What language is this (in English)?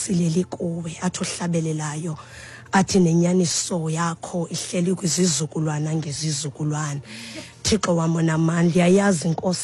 Xhosa